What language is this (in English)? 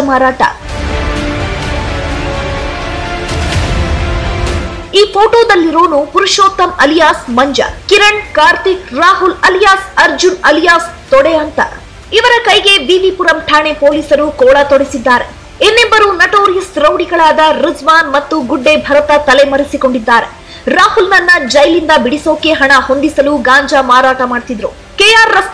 Kannada